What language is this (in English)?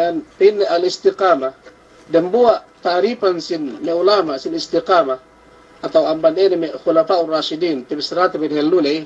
Yakan